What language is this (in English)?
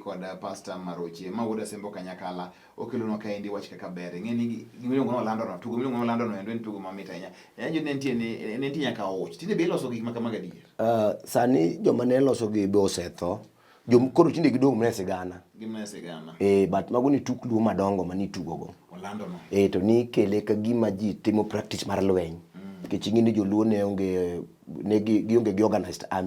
Luo (Kenya and Tanzania)